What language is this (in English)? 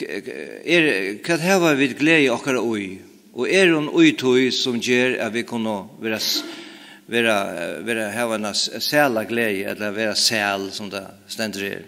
Faroese